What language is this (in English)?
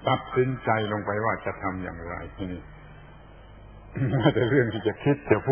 Thai